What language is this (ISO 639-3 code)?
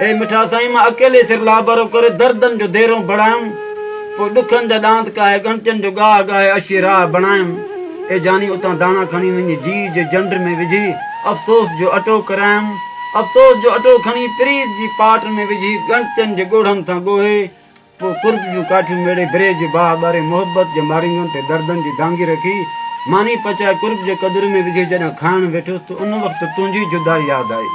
snd